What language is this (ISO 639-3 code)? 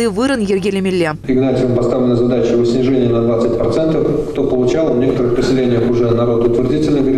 chv